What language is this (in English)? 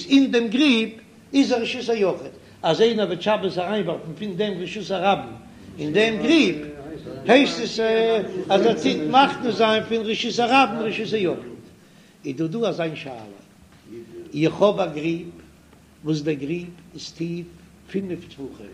Yiddish